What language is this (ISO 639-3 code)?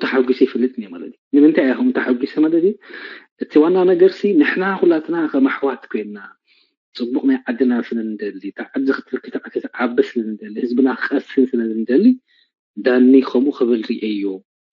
tir